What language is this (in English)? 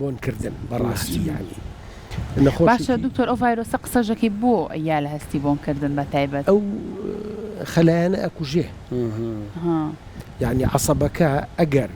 Central Kurdish